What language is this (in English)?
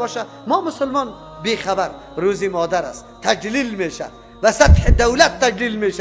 Persian